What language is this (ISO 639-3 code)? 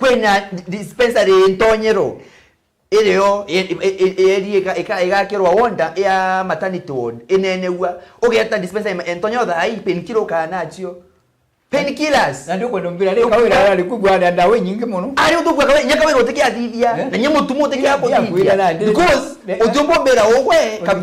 mer